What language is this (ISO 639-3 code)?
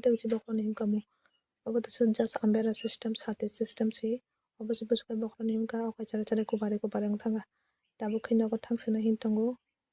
trp